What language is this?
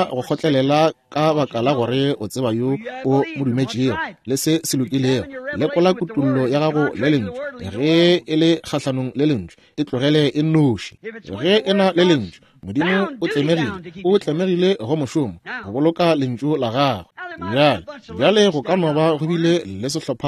Northern Sotho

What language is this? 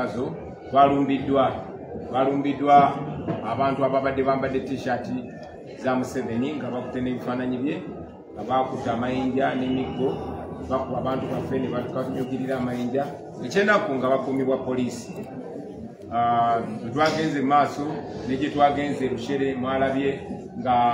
Ganda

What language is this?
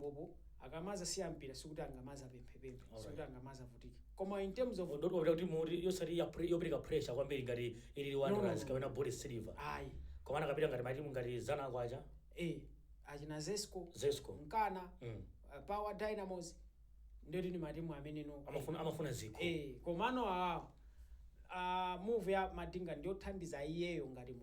Nyanja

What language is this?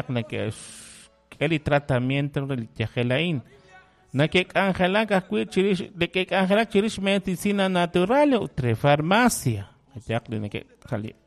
Kekchí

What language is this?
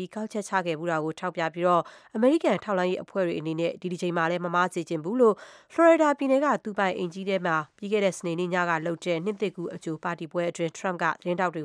Burmese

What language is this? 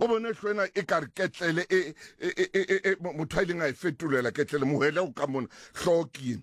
Southern Sotho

